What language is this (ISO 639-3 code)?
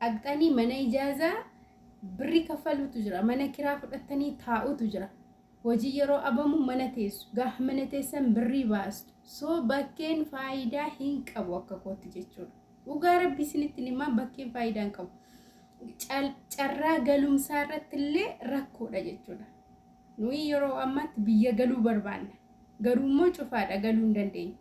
orm